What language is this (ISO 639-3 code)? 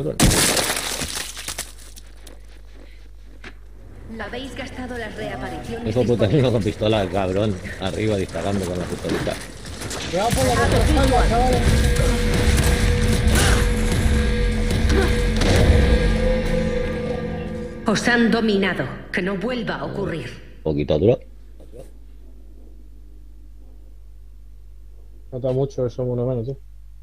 spa